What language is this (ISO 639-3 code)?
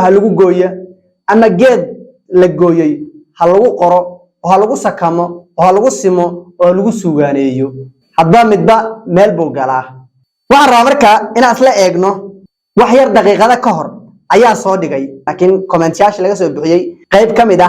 som